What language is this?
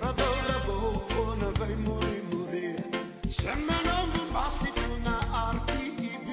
Fijian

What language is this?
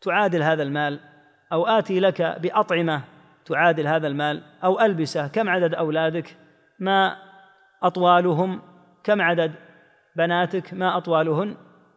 Arabic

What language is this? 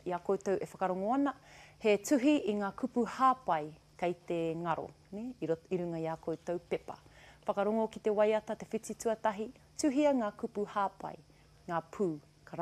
Māori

